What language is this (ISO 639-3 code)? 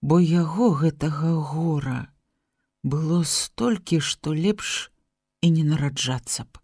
bel